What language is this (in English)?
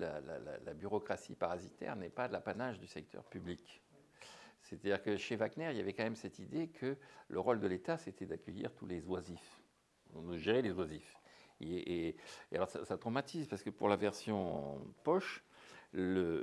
French